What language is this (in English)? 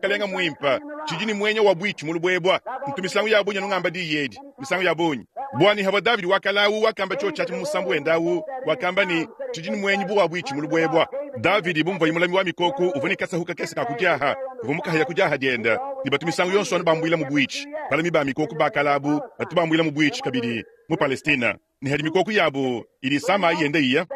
Luba-Lulua